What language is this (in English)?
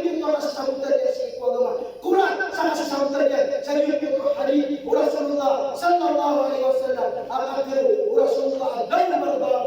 Maranao